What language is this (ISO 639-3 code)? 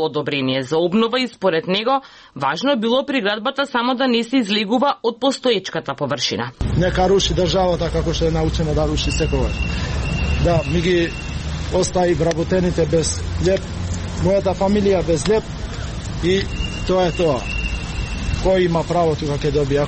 mkd